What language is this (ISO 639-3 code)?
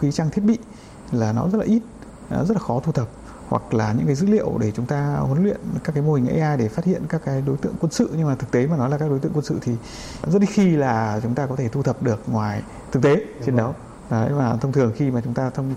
vie